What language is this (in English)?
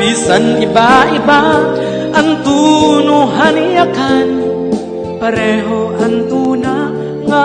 Waray